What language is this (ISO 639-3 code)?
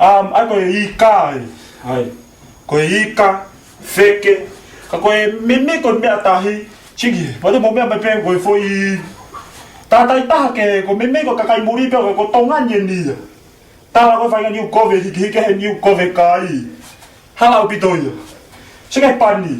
ton